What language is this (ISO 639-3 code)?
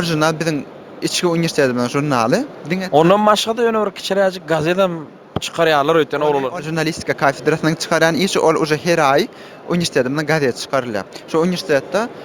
tuk